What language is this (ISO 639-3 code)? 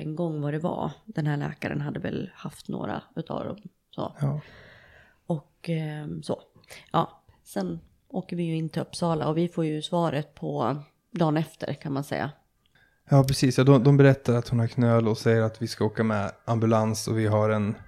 swe